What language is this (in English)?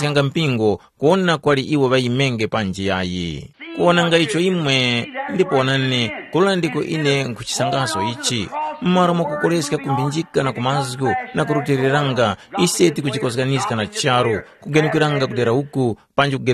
Tumbuka